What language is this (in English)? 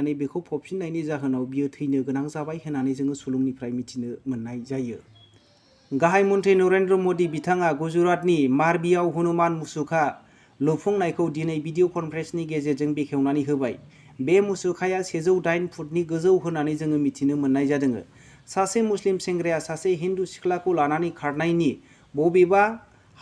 Bodo